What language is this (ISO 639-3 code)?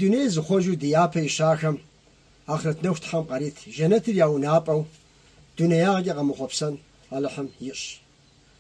kbd